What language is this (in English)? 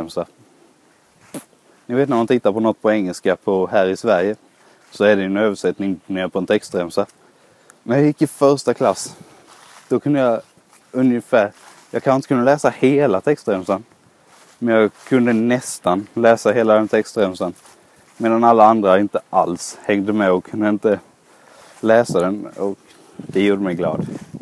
Swedish